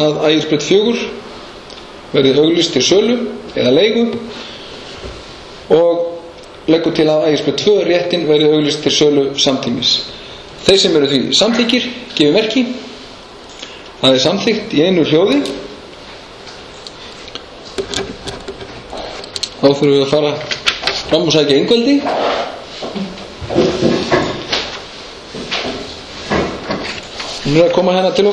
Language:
Icelandic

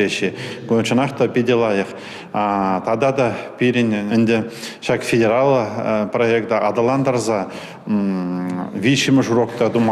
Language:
Chuvash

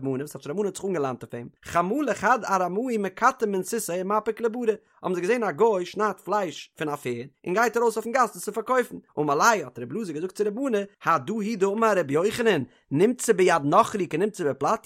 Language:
Yiddish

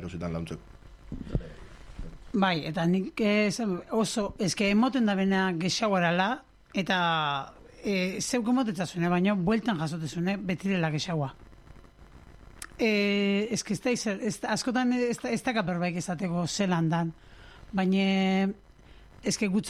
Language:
Basque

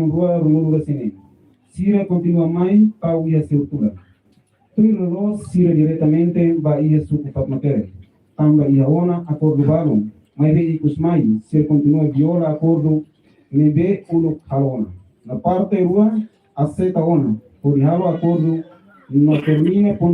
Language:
Tetum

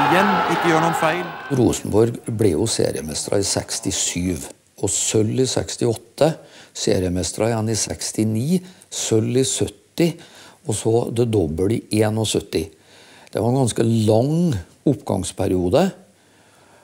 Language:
Norwegian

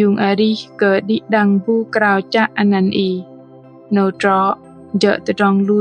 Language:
Bahnar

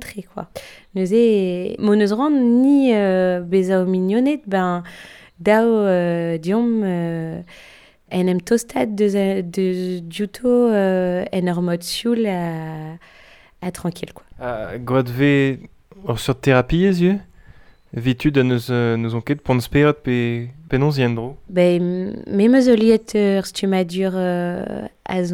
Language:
Breton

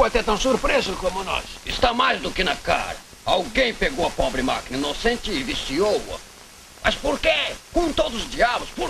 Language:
Portuguese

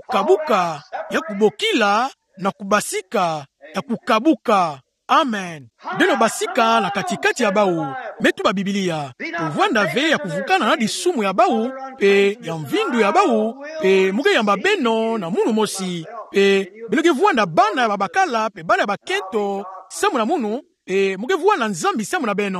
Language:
Kituba (Democratic Republic of Congo)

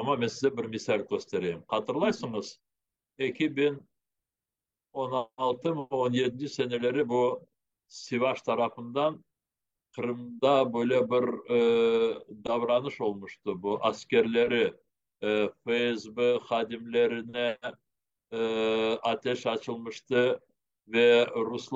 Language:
Crimean Tatar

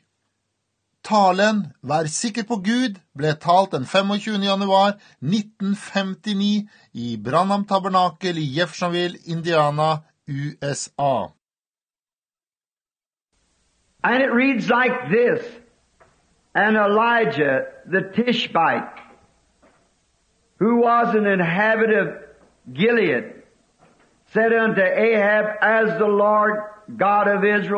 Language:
Norwegian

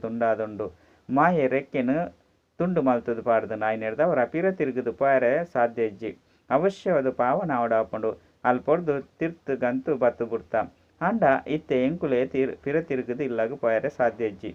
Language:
Tulu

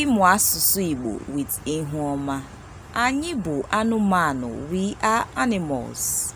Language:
Igbo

